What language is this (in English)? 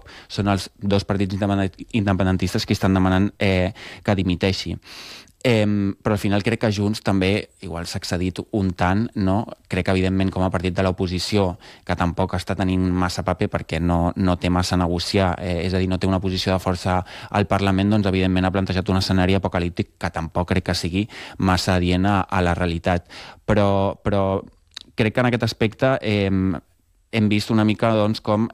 Catalan